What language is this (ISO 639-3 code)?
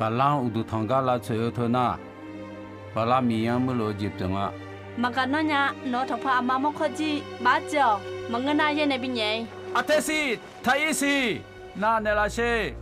ahk